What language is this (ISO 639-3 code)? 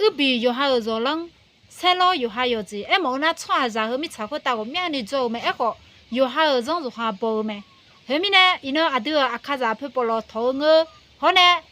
ahk